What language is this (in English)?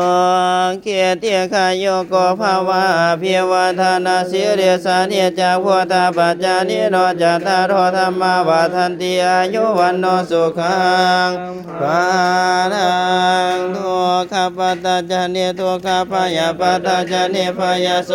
Pali